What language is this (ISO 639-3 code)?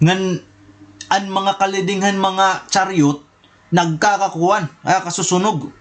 war